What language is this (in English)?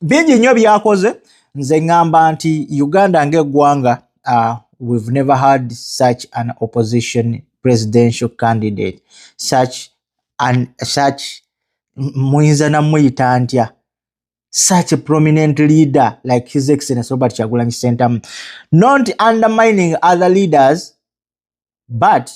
Ganda